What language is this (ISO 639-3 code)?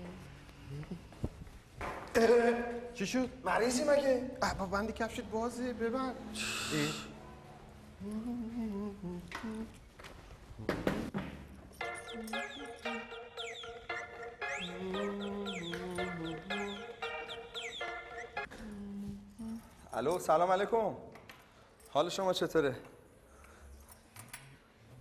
fas